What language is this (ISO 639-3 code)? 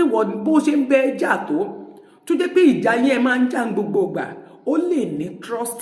yor